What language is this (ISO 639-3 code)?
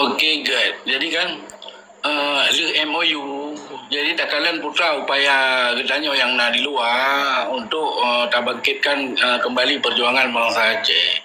ace